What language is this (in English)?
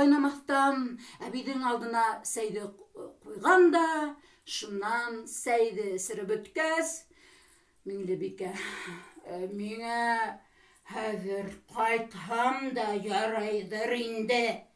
Bashkir